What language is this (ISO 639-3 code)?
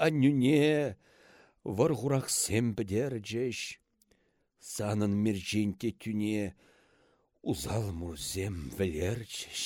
chv